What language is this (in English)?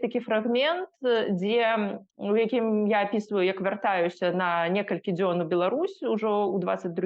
Belarusian